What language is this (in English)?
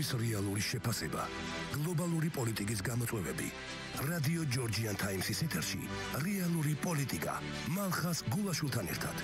Georgian